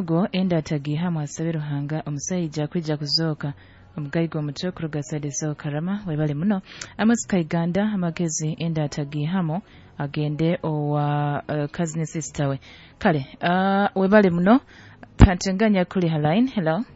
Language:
Nyoro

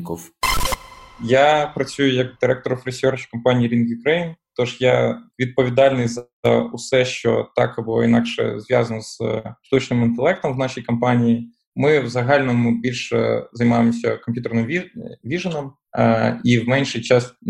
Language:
Ukrainian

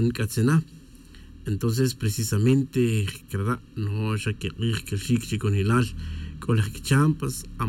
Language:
Tz'utujil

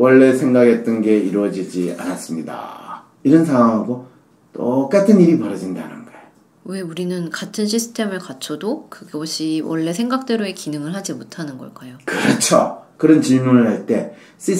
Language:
Korean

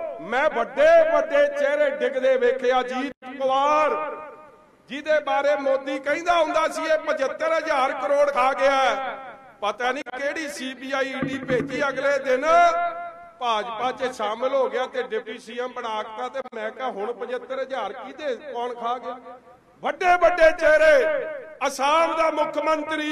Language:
Punjabi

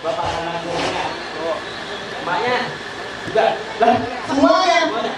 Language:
Betawi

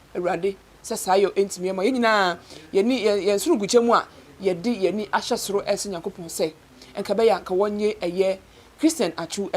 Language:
Akan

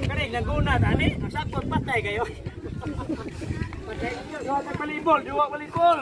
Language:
Cebuano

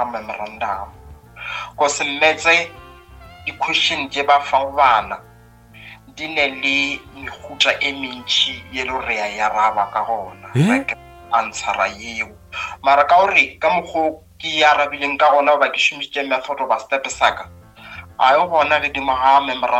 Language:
Northern Sotho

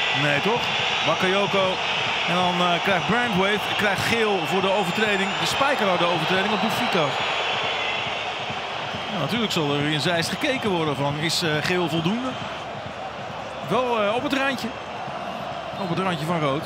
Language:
Dutch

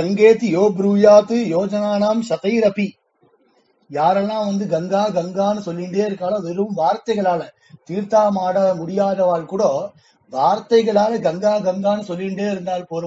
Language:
Tamil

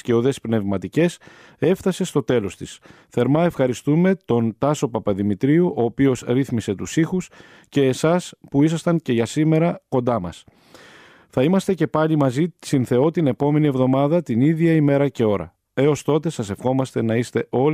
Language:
Greek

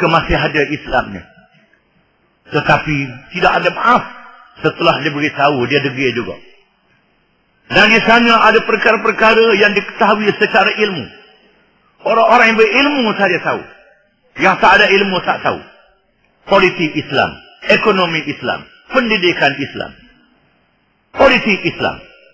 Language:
Malay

